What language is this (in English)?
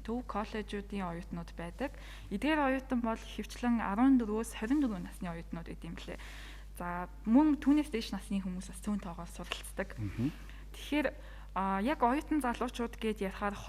Mongolian